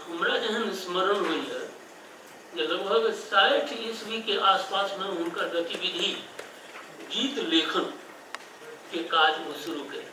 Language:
Maithili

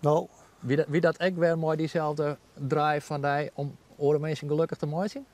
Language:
Western Frisian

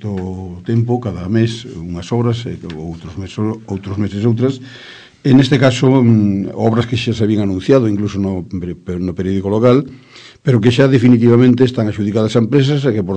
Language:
Galician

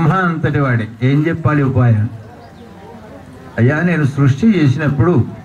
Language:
Telugu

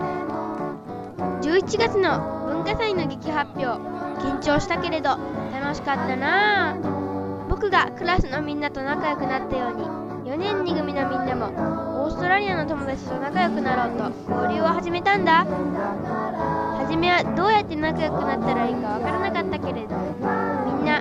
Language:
Japanese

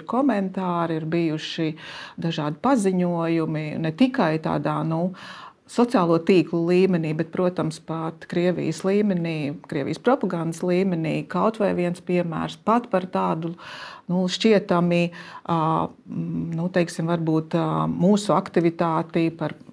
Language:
Latvian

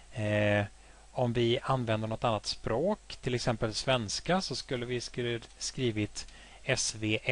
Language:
Swedish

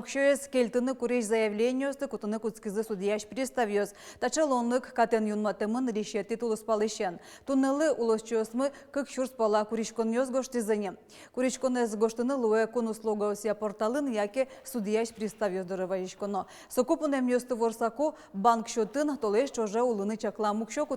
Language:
Udmurt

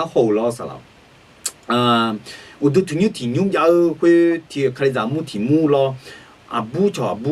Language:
Akha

